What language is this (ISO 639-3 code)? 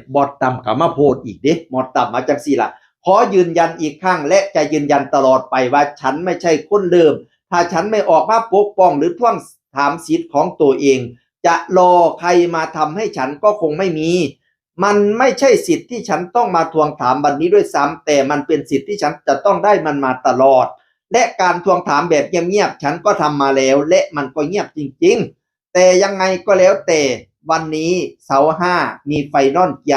tts